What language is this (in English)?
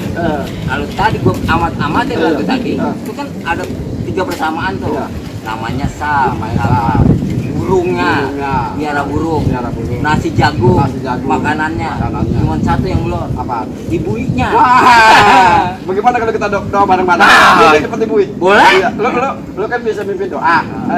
Betawi